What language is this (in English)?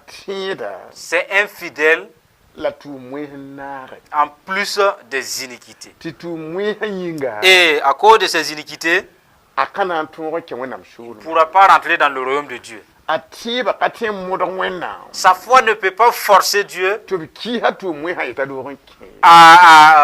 Mossi